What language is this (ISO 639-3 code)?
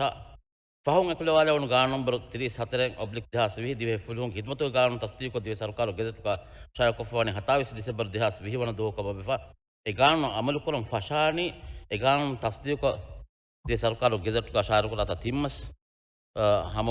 div